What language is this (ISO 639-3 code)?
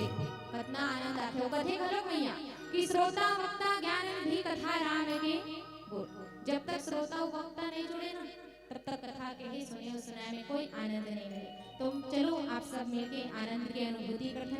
hne